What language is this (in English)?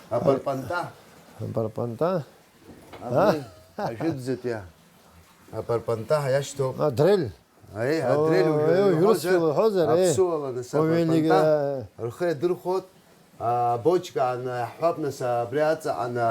Abkhazian